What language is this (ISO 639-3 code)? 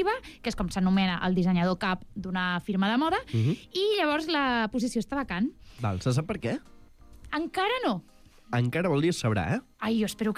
cat